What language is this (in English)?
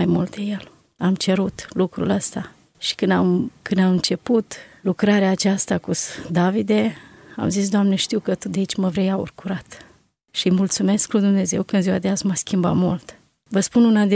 Romanian